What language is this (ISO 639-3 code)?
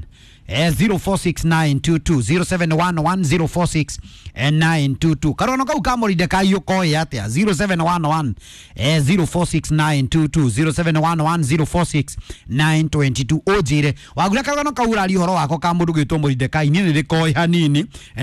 kik